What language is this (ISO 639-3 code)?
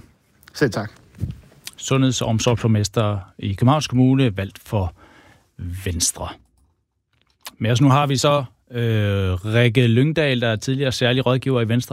dan